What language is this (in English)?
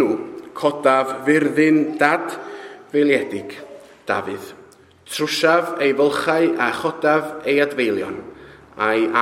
Welsh